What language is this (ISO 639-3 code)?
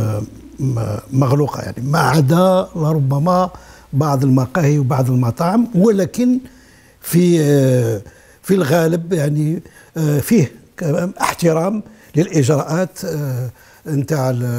arq